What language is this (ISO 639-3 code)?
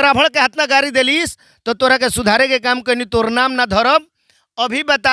bho